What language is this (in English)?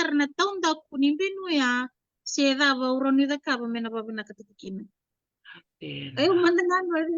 Fijian